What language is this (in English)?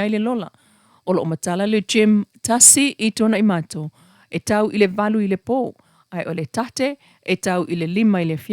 Samoan